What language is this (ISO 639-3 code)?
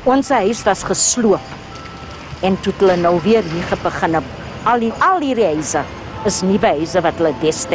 afr